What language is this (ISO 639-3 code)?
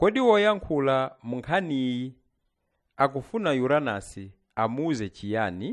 nya